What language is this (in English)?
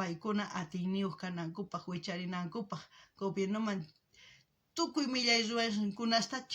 South Bolivian Quechua